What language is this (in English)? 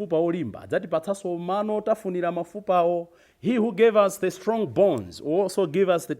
Nyanja